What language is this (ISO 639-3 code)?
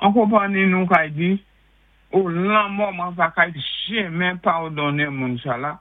acf